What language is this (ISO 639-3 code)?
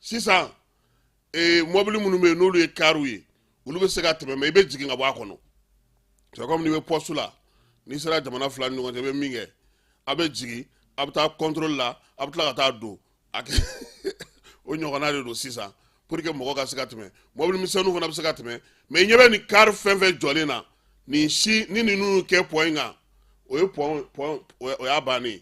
bam